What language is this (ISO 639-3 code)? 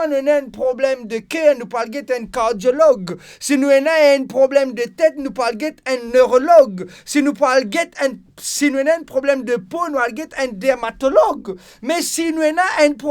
mfe